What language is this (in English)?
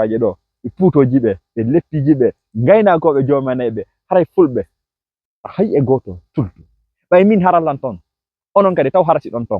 Fula